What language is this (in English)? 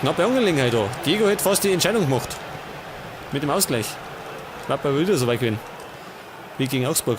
Bavarian